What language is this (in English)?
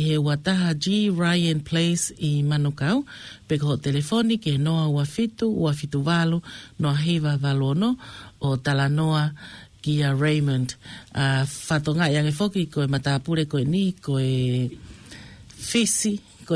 Tongan